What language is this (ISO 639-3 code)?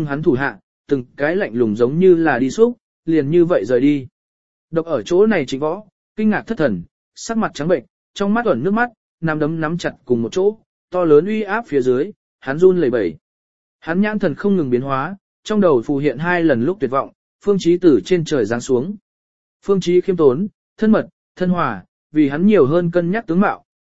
vie